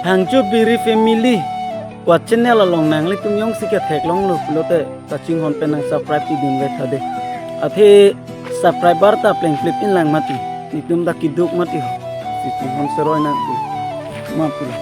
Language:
Karbi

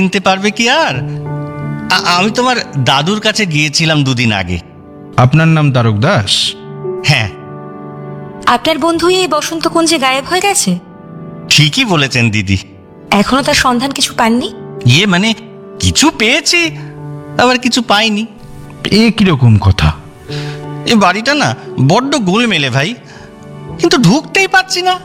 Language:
Bangla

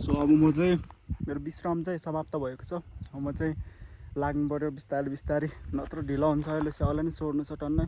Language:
Nepali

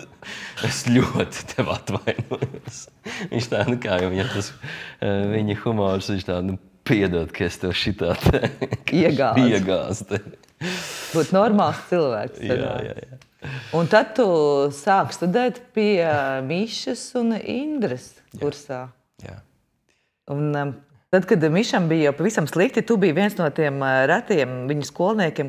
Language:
Latvian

